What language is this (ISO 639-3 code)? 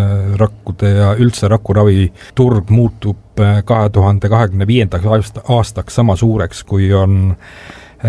est